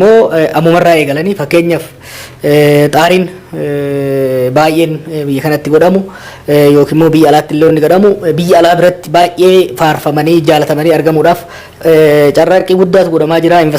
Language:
Oromo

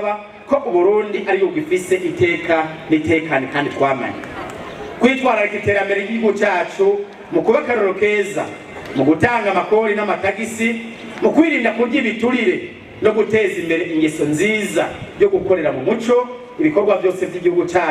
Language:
Rundi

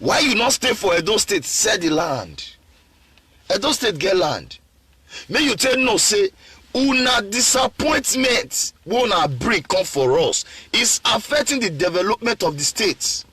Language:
Nigerian Pidgin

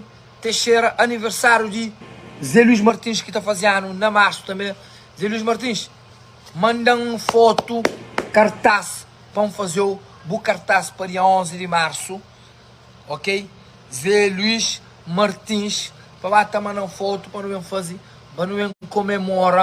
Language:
Kabuverdianu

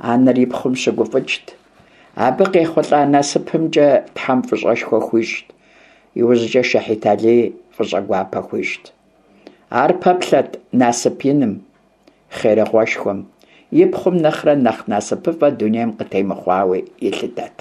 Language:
Kabardian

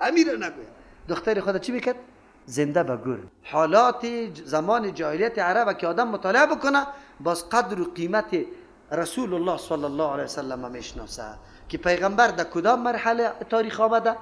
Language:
Persian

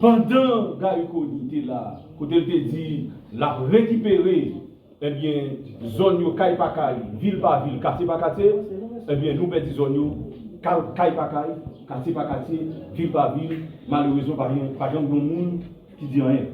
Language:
Haitian Creole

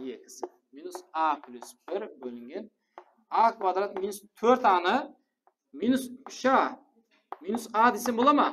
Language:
Kara-Kalpak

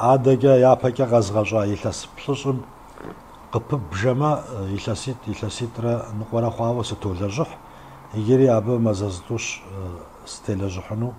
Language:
Kabardian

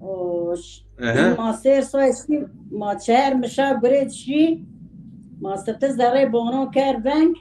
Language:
Zaza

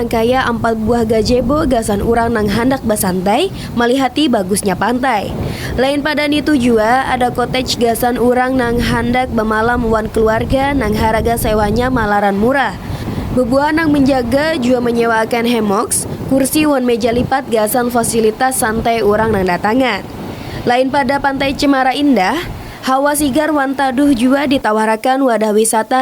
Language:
Banjar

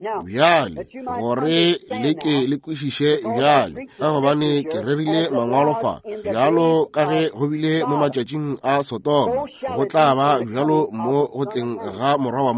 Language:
Northern Sotho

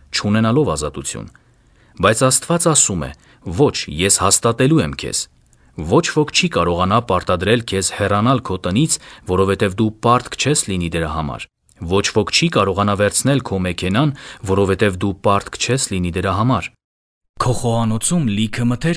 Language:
Armenian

